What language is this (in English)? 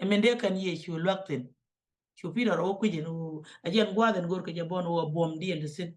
Nuer